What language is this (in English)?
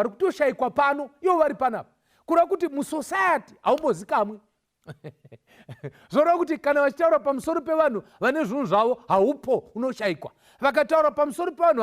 Shona